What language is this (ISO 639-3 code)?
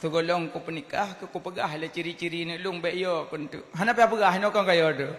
ace